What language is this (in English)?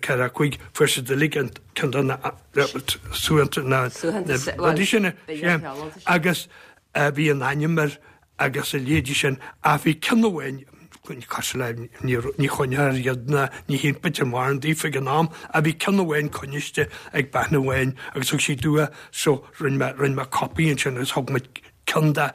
Irish